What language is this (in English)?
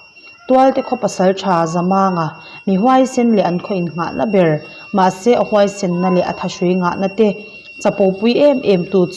Mizo